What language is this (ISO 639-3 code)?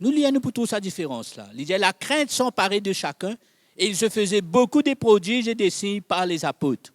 mfe